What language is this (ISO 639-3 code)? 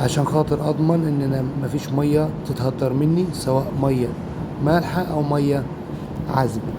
arz